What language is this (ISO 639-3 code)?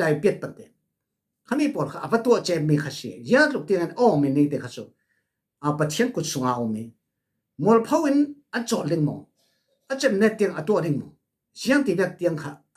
cfm